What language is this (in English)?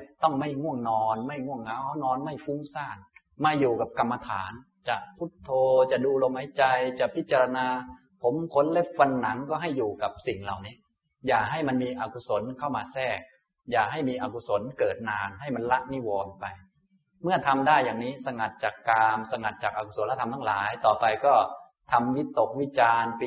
Thai